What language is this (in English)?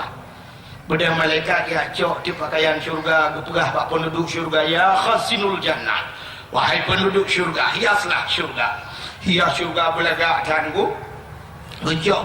Achinese